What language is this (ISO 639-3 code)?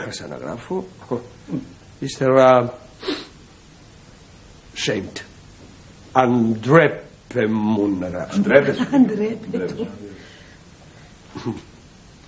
ell